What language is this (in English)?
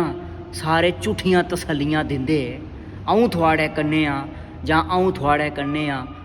Dogri